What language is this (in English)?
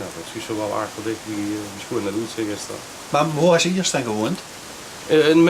Limburgish